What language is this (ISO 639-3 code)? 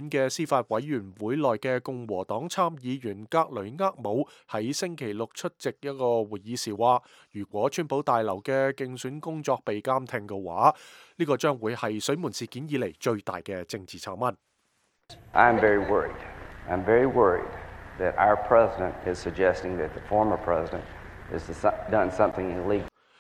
yue